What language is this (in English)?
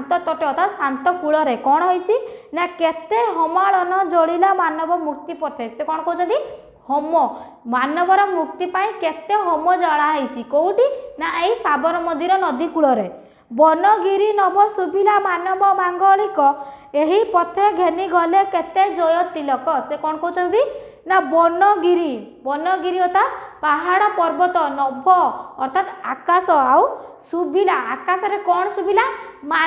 Odia